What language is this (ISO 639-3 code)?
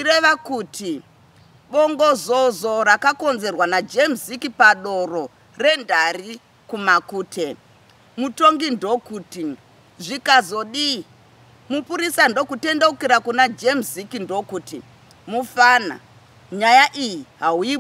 sna